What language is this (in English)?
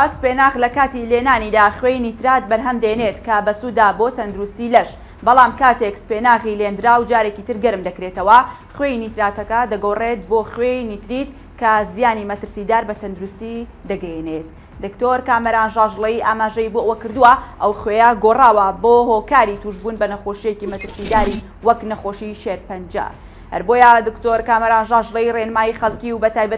Central Kurdish